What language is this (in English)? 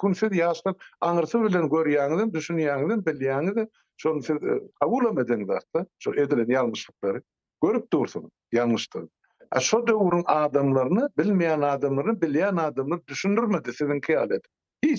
Turkmen